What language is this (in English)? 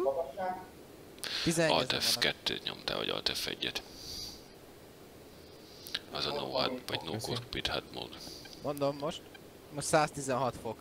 Hungarian